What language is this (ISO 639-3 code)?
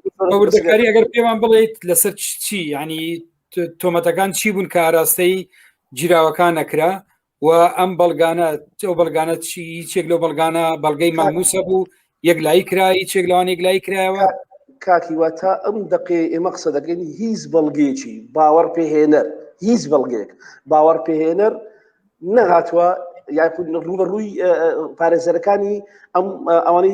ckb